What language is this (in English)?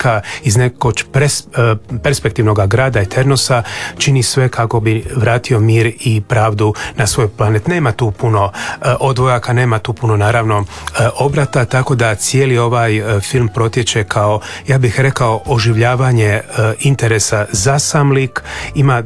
Croatian